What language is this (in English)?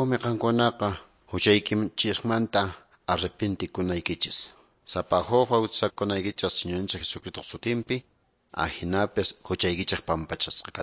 Quechua